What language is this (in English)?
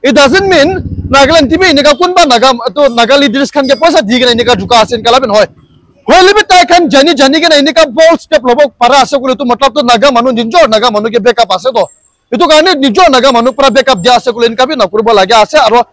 Naga Pidgin